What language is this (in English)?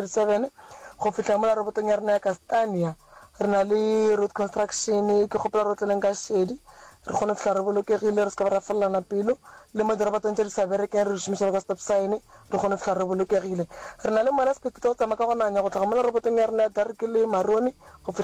Northern Sotho